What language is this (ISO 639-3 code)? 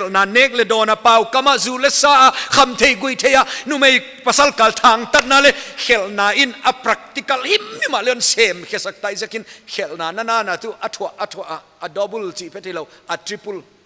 pck